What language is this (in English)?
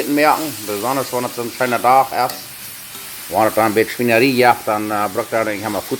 Plautdietsch